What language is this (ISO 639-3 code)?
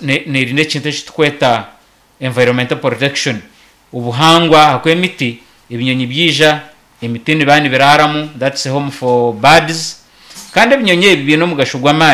nyn